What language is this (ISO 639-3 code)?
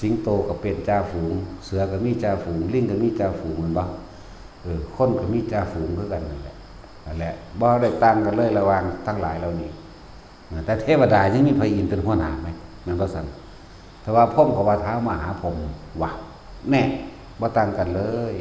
tts